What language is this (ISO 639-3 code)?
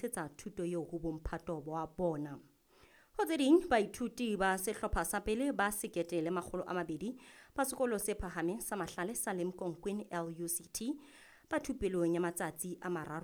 sot